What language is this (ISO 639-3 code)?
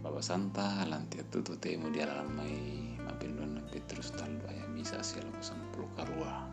sda